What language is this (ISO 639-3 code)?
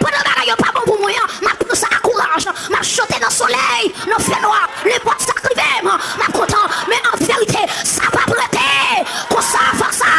hat